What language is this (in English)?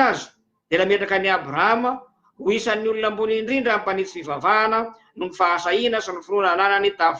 Malagasy